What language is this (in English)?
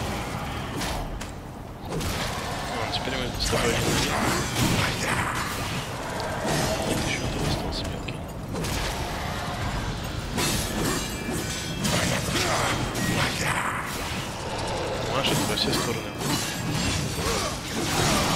Russian